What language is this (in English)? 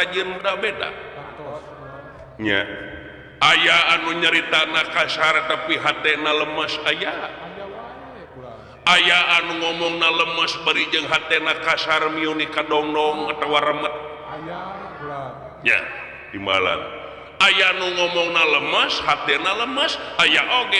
Sundanese